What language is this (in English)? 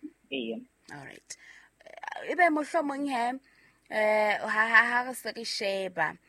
Southern Sotho